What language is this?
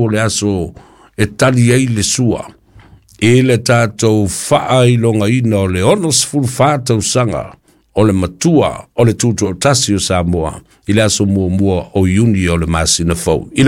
Samoan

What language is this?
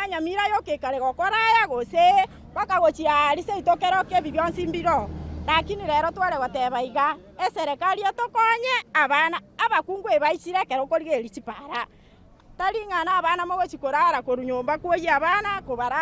Gusii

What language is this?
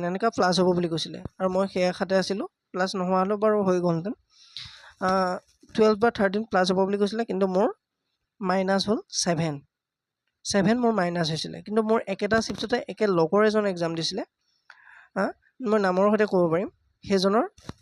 Assamese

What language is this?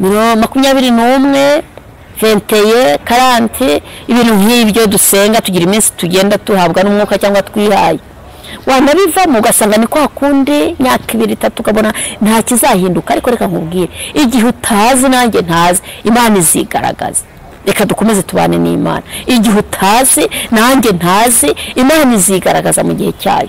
Kinyarwanda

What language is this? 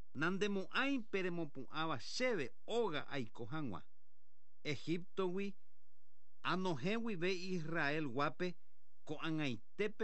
Guarani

